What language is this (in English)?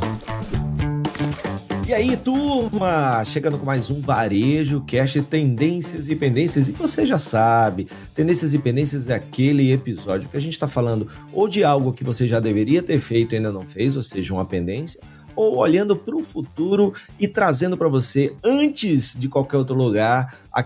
Portuguese